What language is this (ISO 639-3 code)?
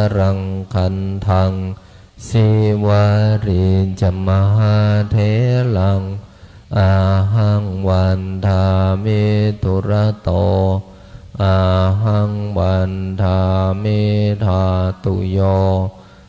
pli